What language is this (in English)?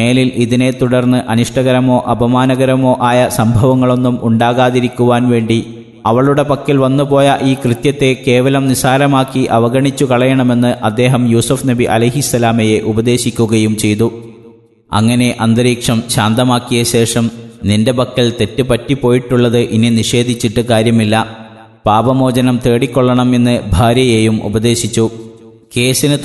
Malayalam